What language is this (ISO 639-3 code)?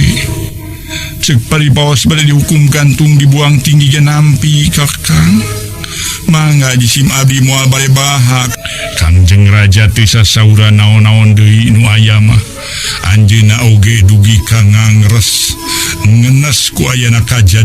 sun